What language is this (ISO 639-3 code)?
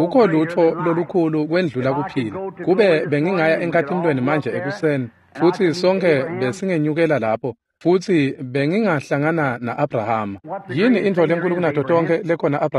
ssw